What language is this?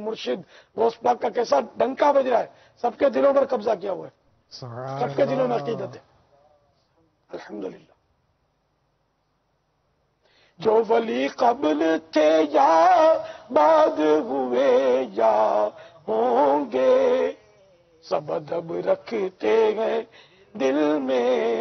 Urdu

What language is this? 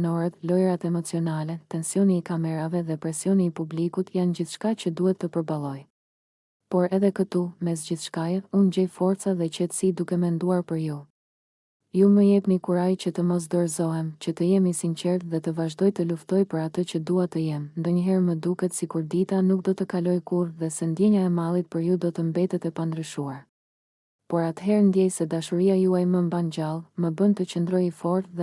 Albanian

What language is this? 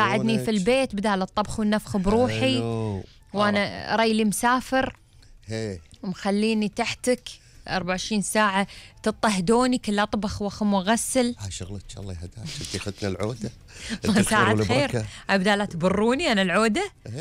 Gulf Arabic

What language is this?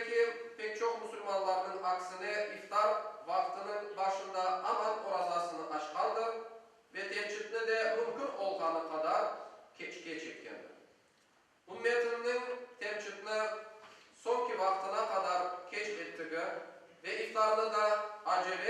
Crimean Tatar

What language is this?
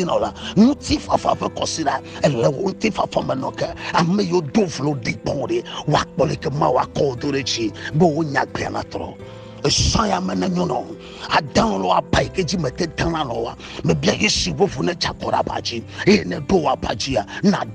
Ewe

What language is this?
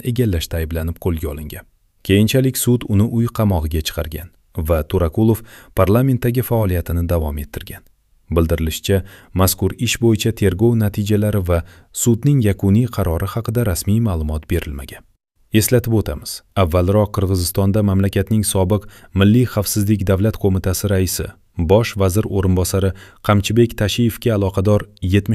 Kyrgyz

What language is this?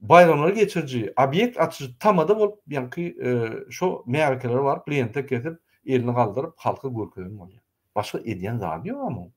Turkmen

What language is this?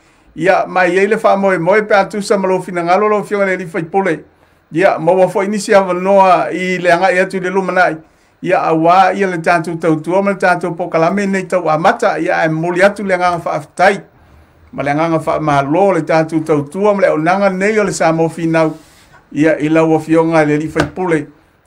Samoan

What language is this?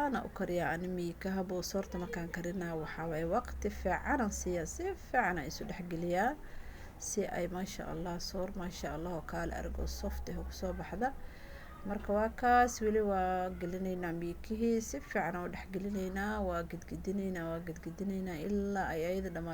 Somali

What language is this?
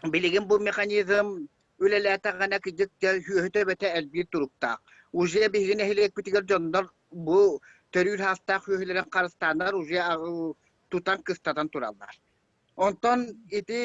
Yakut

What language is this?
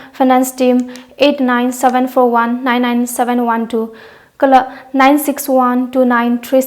Tangkhul Naga (India)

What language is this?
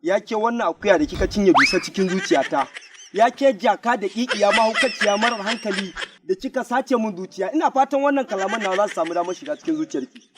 Hausa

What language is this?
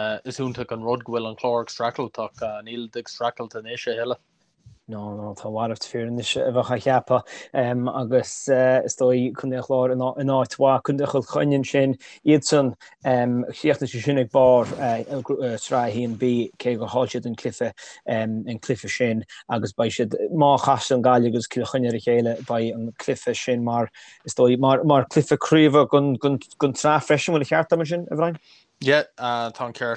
Irish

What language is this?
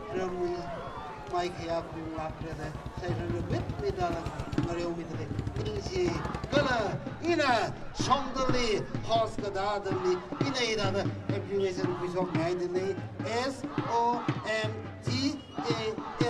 Tangkhul Naga (India)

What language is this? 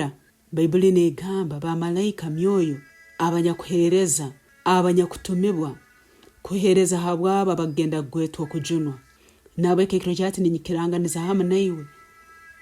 Nyankole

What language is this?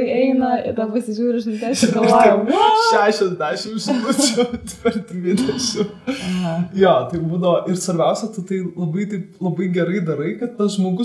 Lithuanian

